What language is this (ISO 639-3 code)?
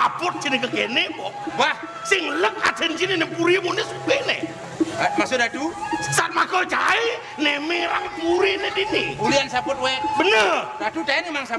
ban